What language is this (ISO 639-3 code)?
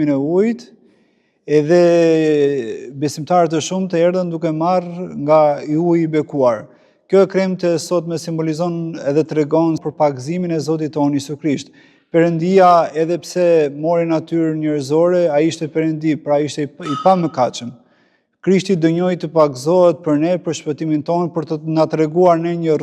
sqi